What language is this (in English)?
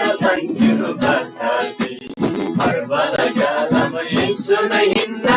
Eastern Tamang